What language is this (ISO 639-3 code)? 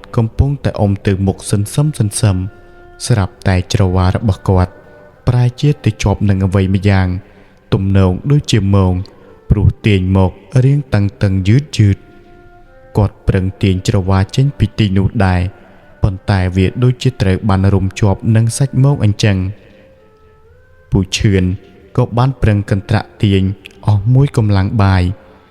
khm